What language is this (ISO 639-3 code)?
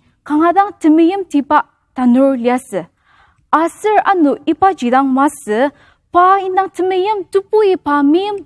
njo